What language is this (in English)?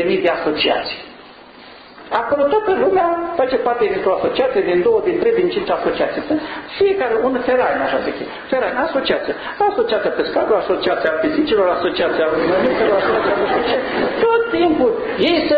Romanian